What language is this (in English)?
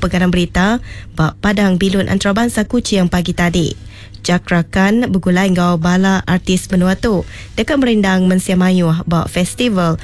Iban